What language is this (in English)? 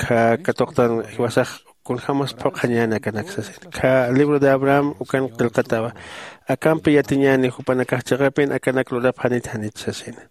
Aymara